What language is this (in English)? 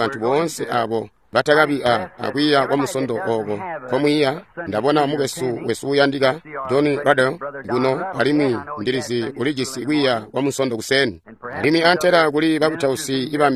Tonga (Zambia)